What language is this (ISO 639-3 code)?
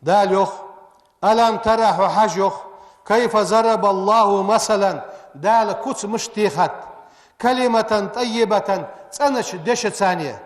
inh